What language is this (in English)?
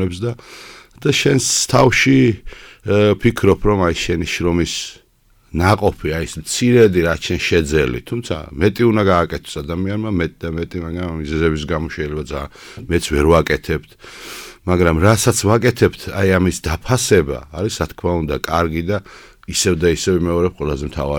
Georgian